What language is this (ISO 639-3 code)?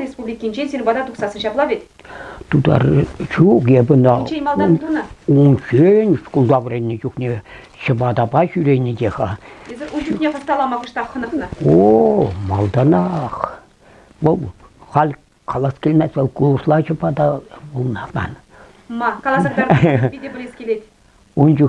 chv